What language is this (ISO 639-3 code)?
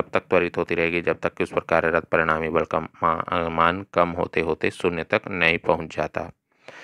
hin